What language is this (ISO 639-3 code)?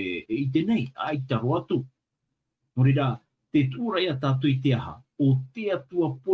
tah